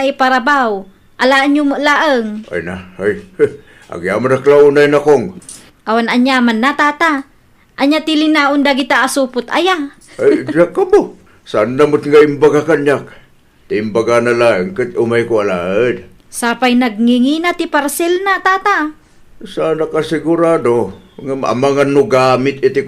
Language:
Iloko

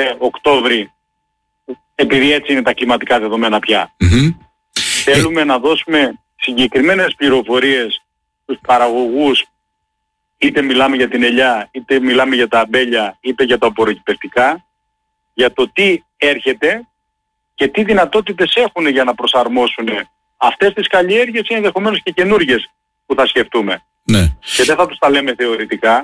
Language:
Greek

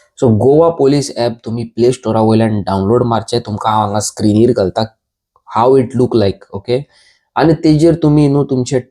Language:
Konkani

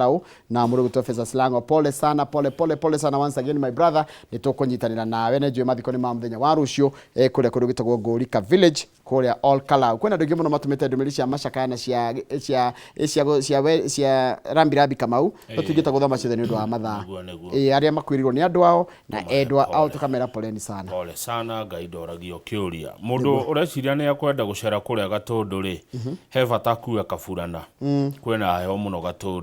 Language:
Kikuyu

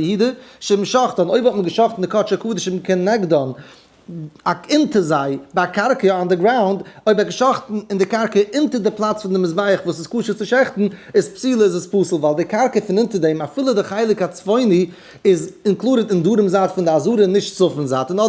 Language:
Yiddish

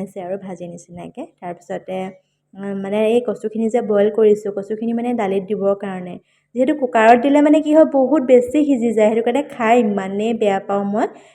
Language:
Assamese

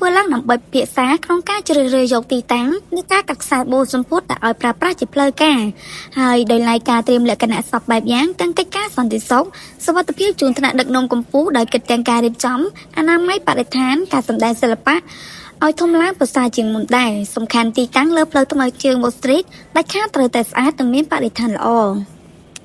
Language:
Khmer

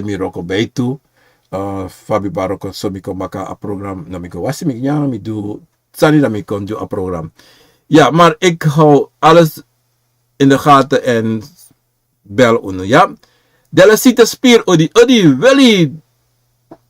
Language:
Sranan Tongo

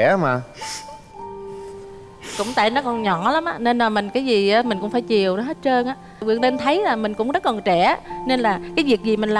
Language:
Vietnamese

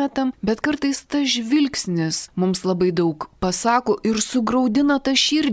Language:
Lithuanian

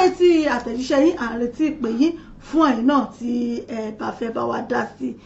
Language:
Yoruba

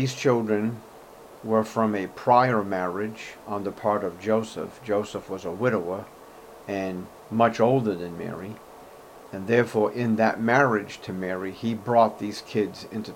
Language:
English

